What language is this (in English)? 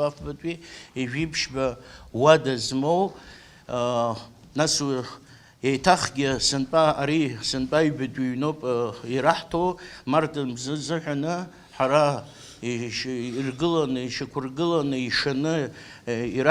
Abkhazian